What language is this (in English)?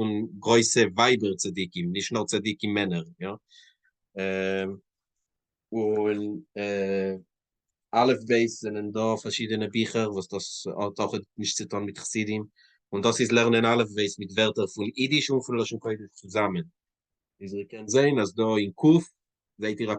Yiddish